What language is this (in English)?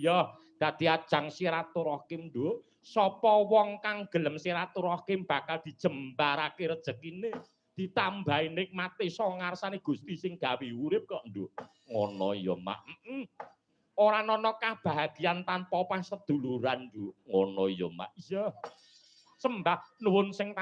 Javanese